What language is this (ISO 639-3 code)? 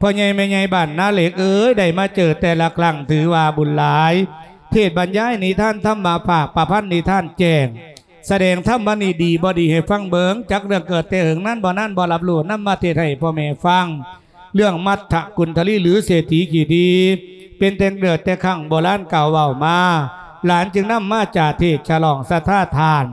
lao